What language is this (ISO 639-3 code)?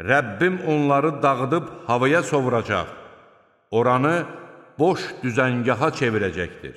aze